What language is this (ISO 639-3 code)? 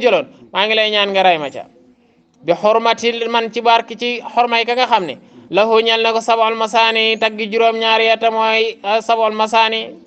wol